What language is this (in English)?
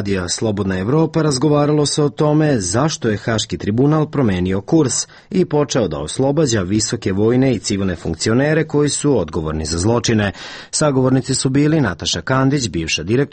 Serbian